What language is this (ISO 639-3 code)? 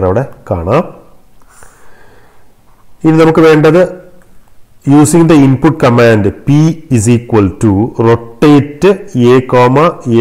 mal